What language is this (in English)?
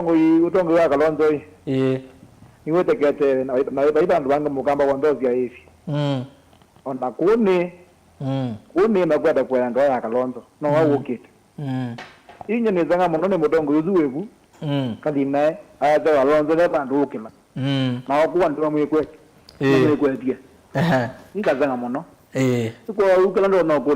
Kamba